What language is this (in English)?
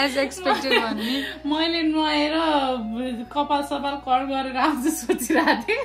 Nepali